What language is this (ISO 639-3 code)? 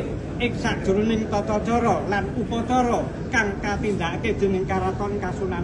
jav